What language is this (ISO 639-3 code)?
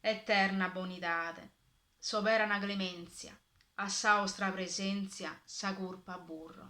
srd